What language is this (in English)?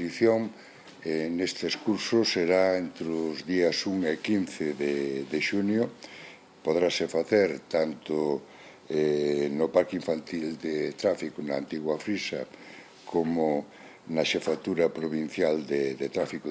Galician